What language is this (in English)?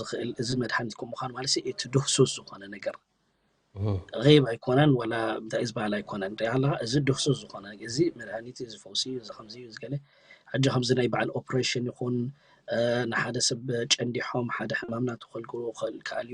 Tigrinya